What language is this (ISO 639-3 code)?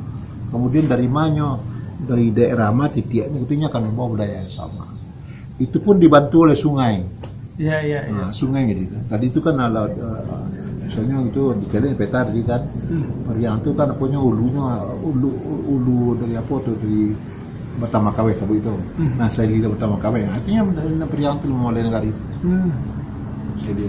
min